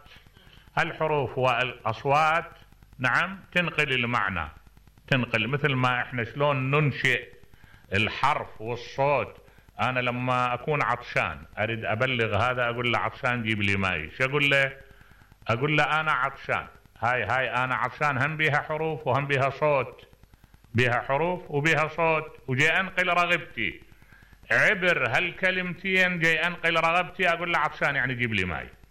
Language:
Mesopotamian Arabic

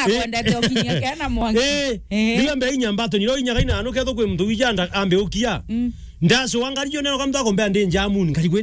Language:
Meru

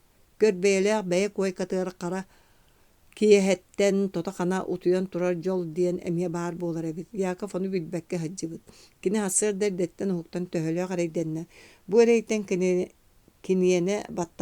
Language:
Yakut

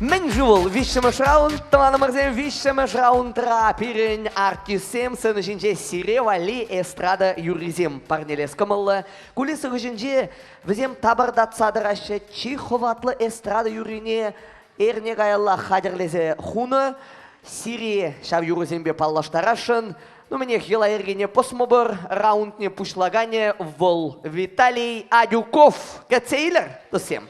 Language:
Chuvash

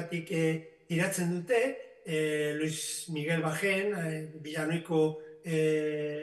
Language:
Basque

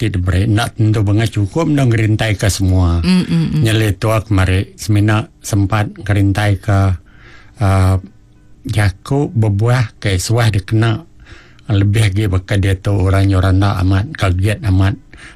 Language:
Iban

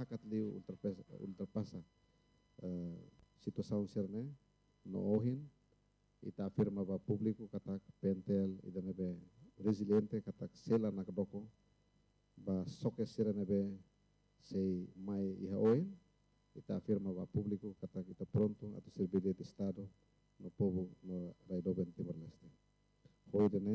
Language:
Tetum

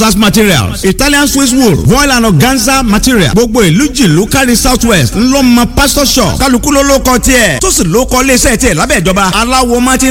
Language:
Yoruba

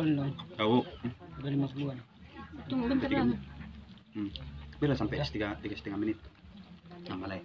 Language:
Batak Toba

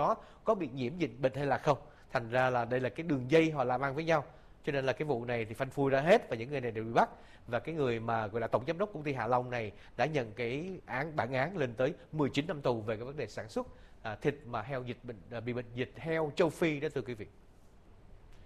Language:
Vietnamese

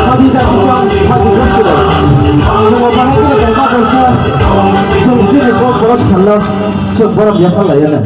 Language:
Kok Borok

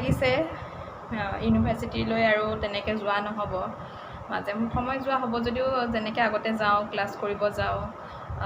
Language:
Assamese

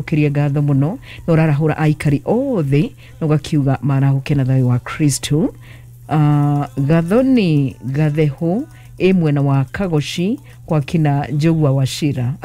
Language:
Kikuyu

